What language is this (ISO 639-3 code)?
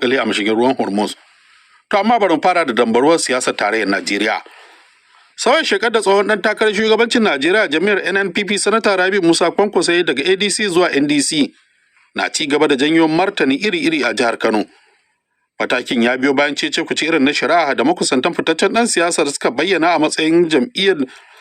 hau